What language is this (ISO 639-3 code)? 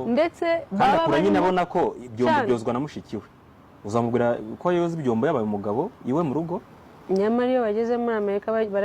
kin